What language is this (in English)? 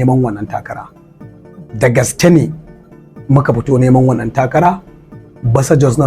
Hausa